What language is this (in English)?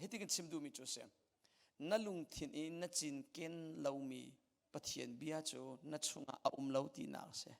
Hakha Chin